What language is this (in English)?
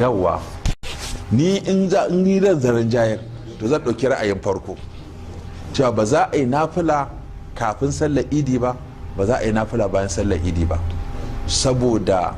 Hausa